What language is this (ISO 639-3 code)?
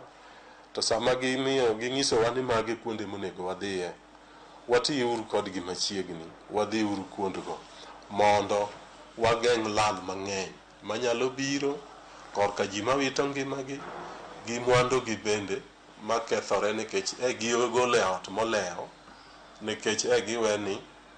luo